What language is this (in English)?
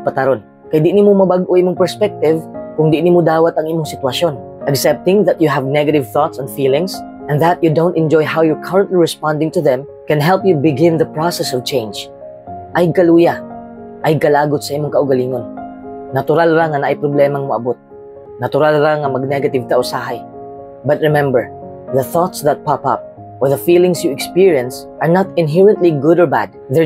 Cebuano